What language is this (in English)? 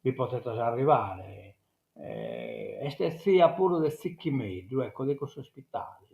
Sardinian